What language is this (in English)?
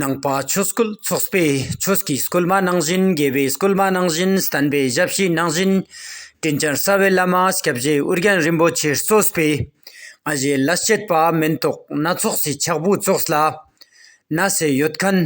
Ladakhi